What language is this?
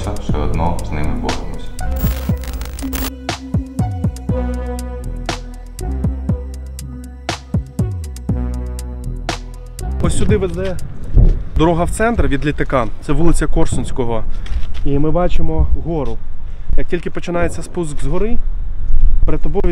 Ukrainian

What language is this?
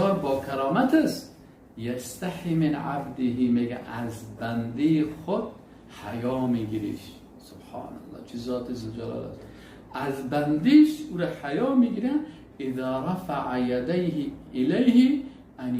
Persian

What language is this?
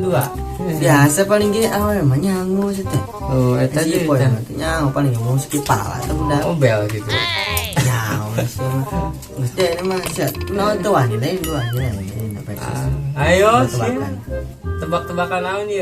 Sundanese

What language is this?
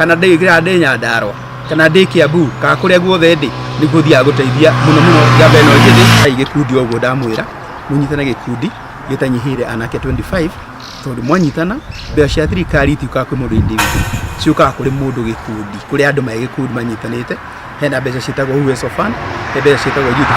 Kikuyu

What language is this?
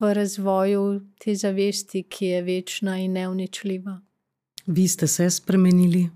Slovenian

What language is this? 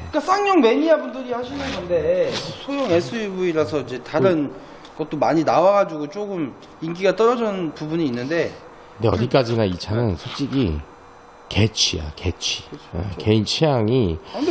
Korean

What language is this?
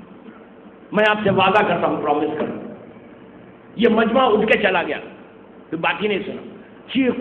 Urdu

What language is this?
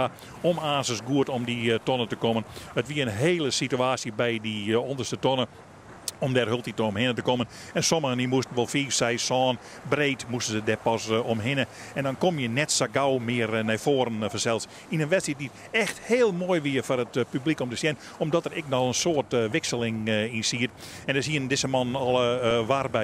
Western Frisian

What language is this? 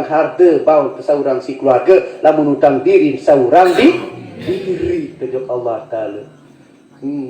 Sasak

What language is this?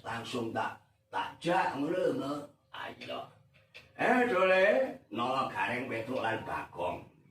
Javanese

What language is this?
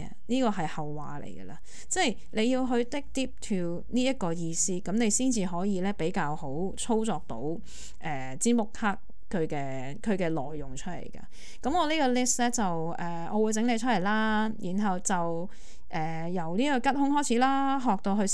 Cantonese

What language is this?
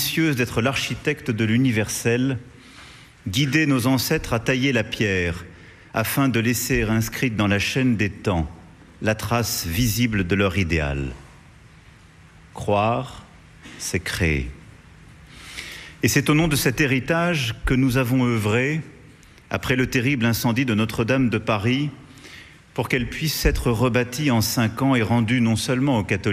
French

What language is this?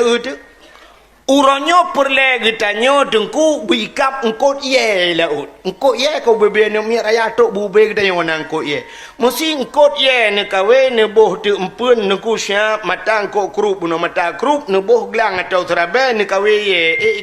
Achinese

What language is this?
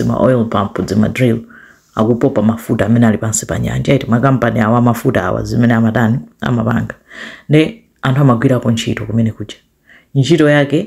Nyanja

